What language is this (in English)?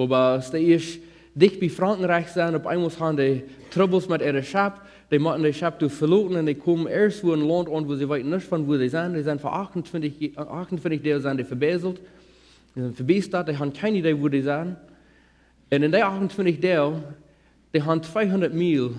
Plautdietsch